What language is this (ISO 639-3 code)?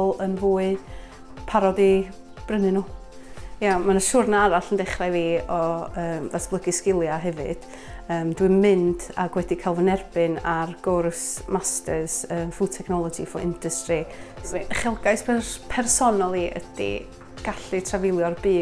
cym